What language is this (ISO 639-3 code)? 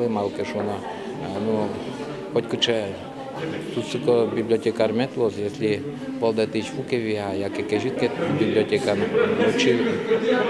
udm